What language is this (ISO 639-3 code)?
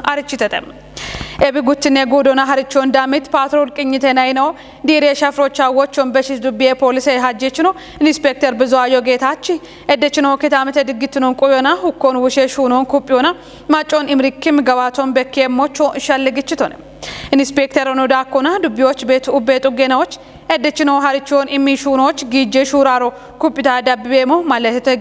kbr